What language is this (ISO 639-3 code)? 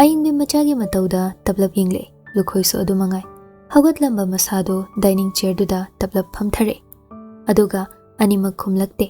mni